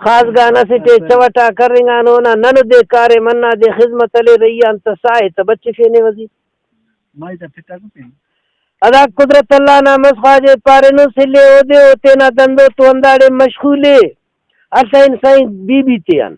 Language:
Brahui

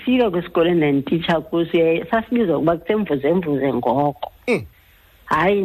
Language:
Xhosa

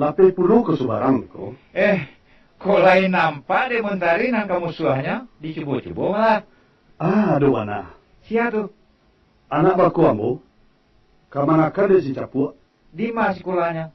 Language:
Minangkabau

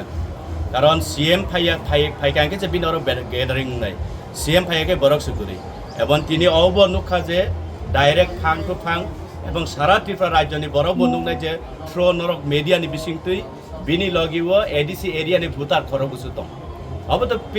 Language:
Kok Borok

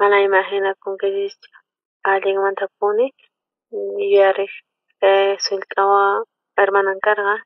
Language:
South Bolivian Quechua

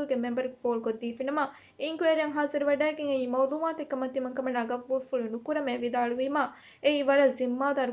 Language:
Divehi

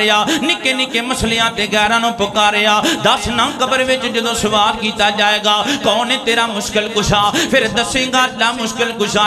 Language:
Western Panjabi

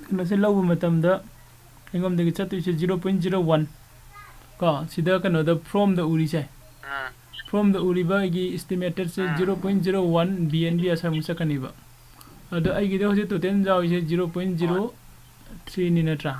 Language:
Manipuri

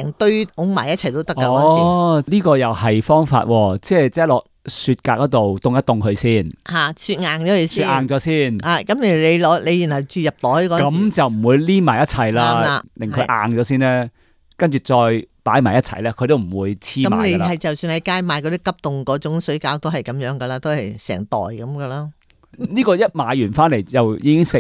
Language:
Cantonese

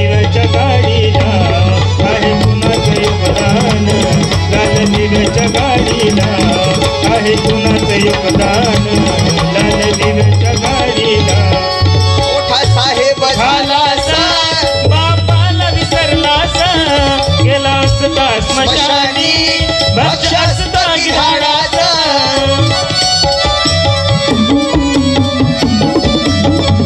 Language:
Marathi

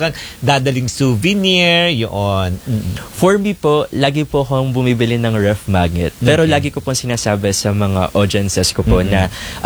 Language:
Filipino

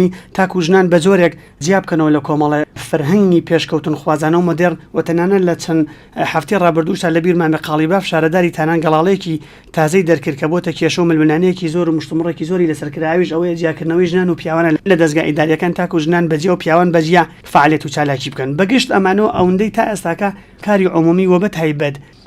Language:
Central Kurdish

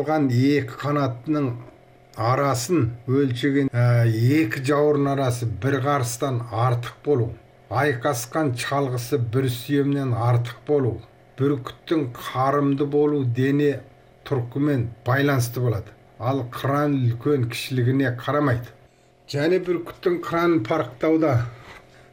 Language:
Kazakh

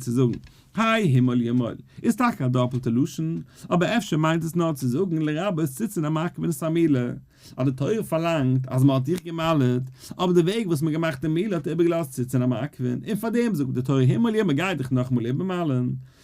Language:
Yiddish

